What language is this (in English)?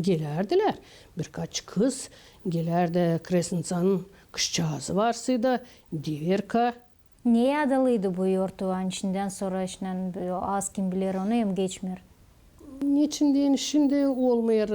Gagauz